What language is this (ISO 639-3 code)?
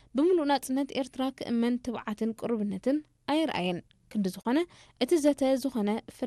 tir